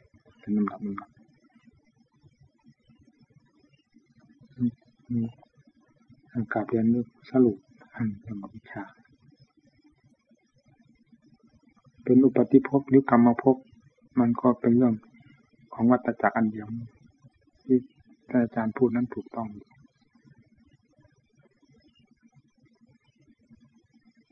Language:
Thai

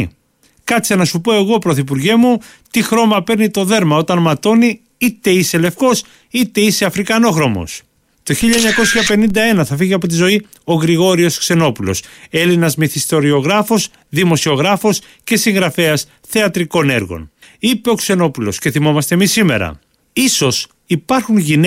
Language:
Greek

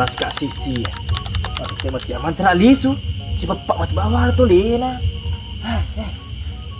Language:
Buginese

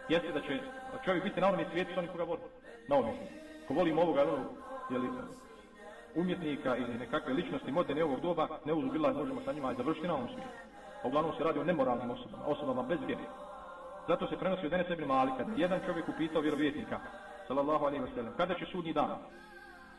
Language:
Bosnian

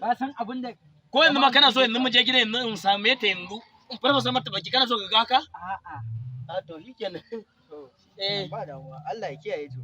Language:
Hausa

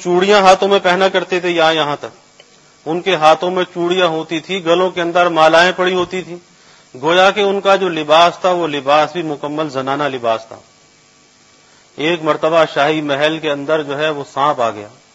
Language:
Urdu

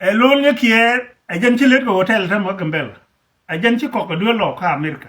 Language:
Nuer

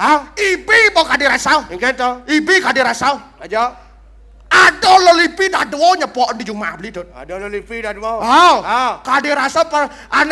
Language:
Balinese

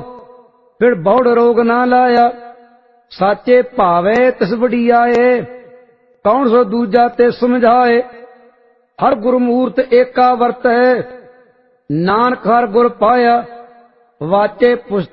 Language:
Punjabi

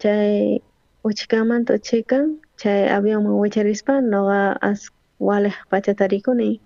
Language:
South Bolivian Quechua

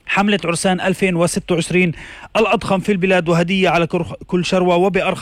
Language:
North Levantine Arabic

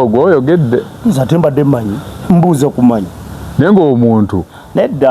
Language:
Ganda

